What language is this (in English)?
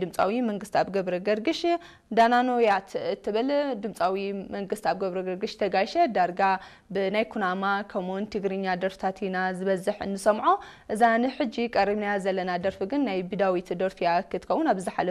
Tigrinya